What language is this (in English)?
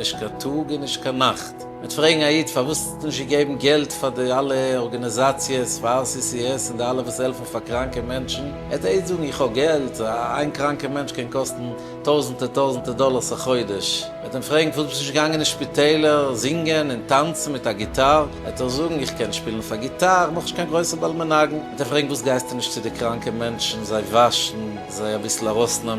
Yiddish